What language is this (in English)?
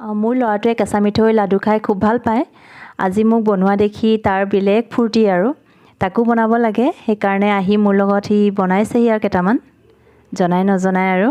Assamese